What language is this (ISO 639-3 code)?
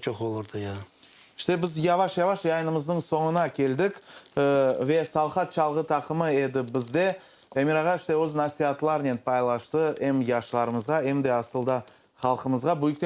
crh